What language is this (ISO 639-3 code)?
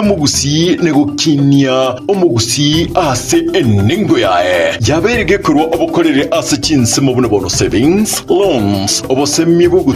guz